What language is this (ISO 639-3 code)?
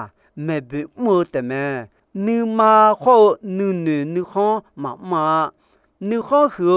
ahk